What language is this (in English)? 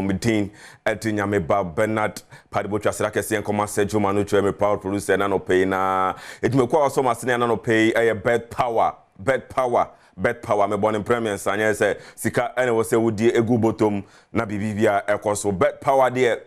Akan